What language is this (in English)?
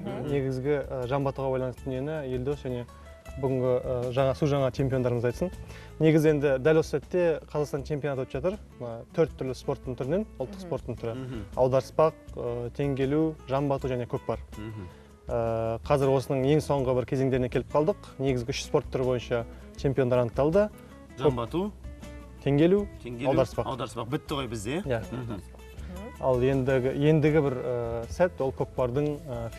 Kazakh